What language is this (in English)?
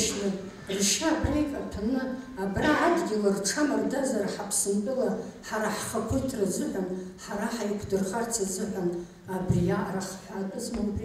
Abkhazian